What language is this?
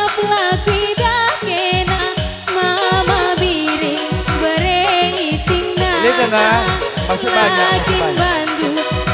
Batak Karo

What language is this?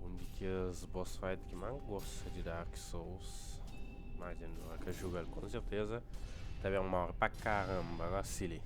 Kabuverdianu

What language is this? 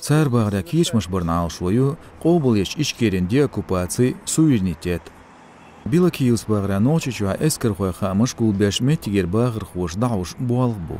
Chechen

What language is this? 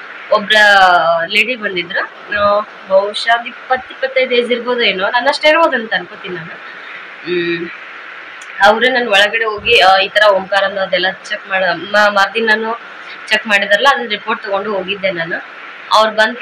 Kannada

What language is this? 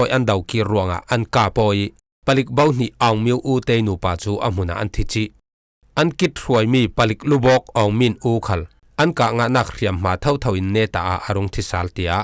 Falam Chin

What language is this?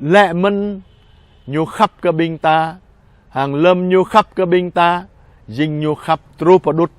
Jarai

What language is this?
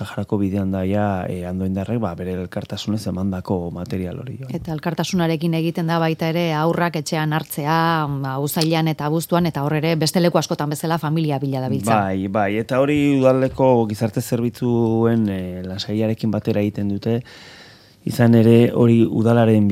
Basque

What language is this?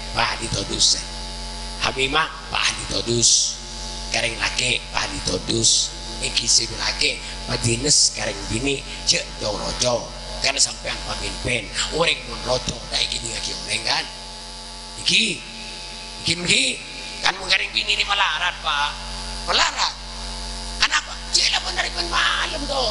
Madurese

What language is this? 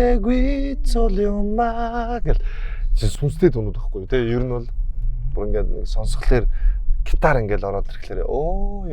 Mongolian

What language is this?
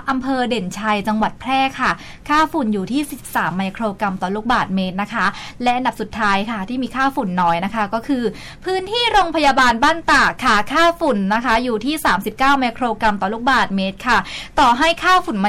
Thai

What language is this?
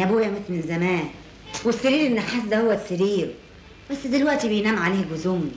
Egyptian Arabic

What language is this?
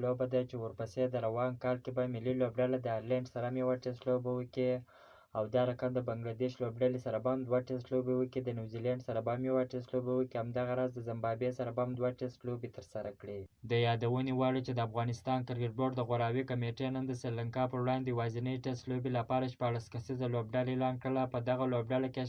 Pashto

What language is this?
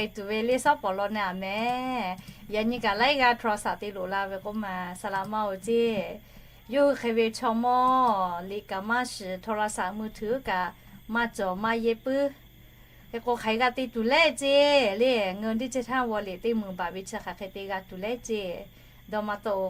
Lahu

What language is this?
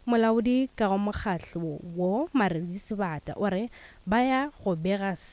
Northern Sotho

